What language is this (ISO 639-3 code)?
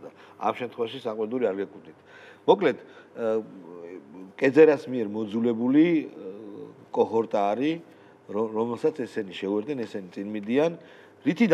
kat